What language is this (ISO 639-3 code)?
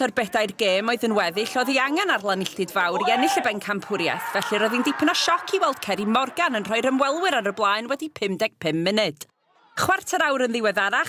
cym